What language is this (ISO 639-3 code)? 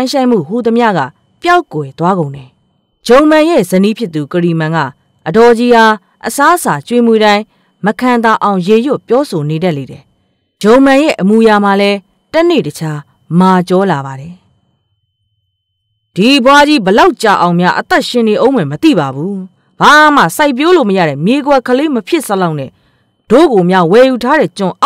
mya